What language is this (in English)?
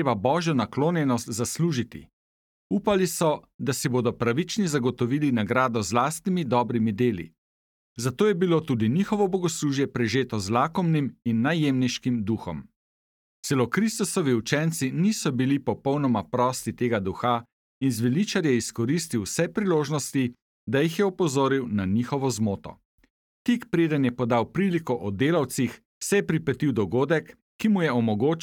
Slovenian